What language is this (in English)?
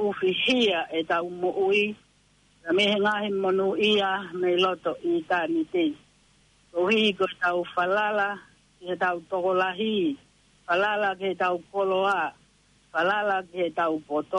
Tongan